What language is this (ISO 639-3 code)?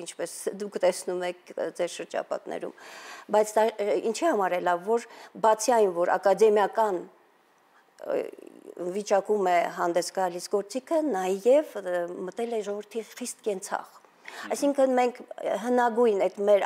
hye